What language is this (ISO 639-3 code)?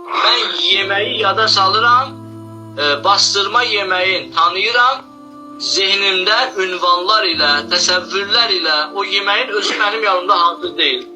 aze